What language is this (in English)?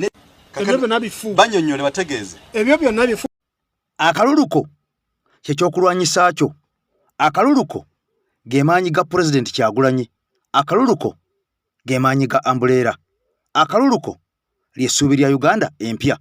Ganda